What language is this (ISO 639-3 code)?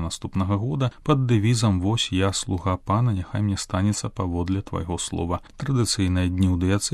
bel